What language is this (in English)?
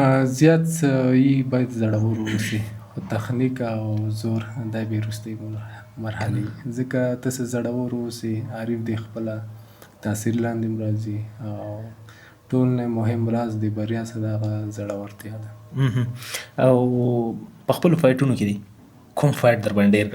Pashto